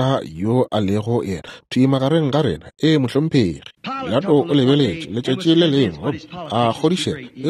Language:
Northern Sotho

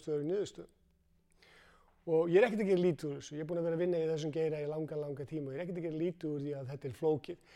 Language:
Icelandic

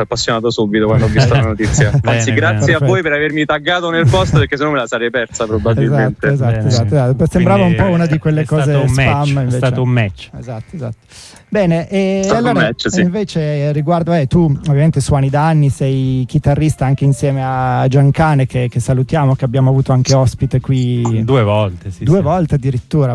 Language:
Italian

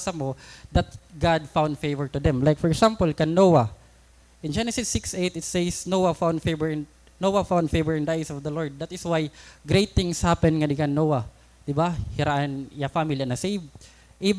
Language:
Waray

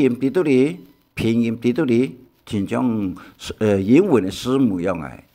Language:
Hakka Chinese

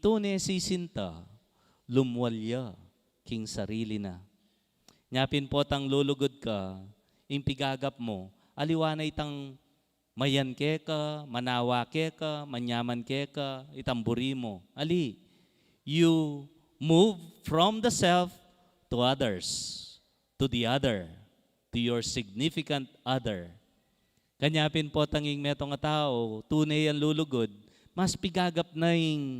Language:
Pampanga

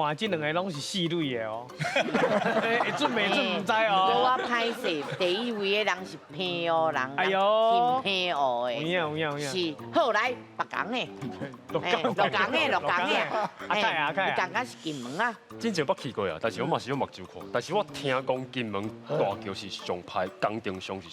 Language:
Min Nan Chinese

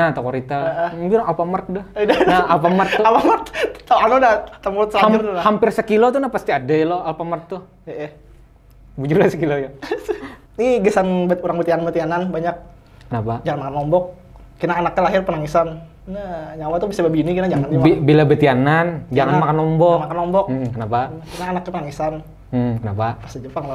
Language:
Banjar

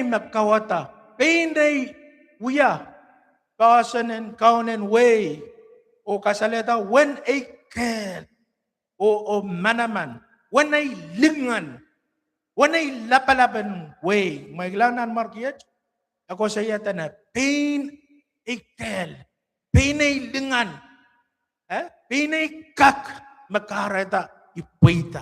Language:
Pohnpeian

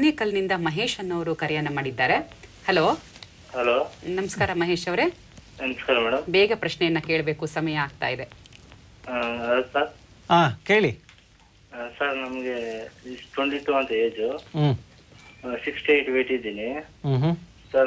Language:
Kannada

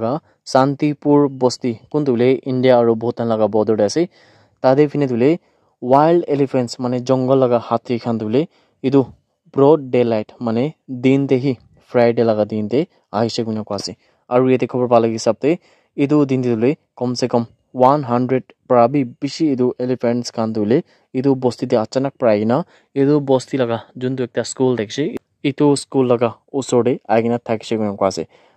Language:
Naga Pidgin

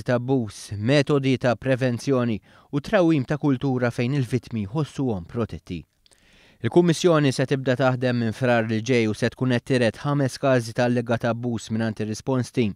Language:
Maltese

